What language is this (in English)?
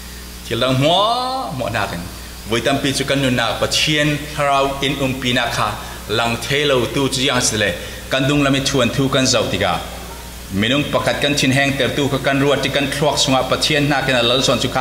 Falam Chin